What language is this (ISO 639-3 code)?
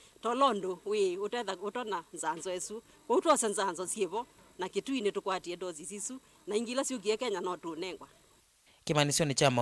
kam